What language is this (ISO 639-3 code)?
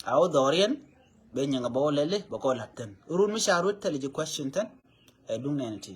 nus